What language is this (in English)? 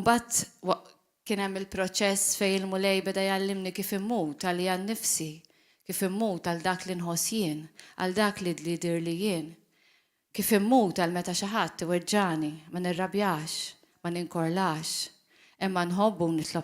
Maltese